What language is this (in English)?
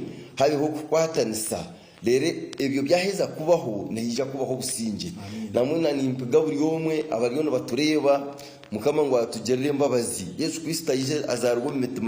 Nyankole